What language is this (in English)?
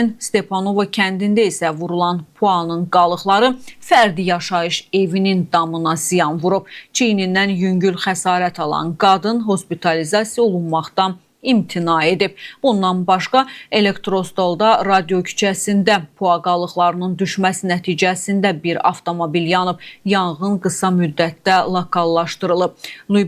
Azerbaijani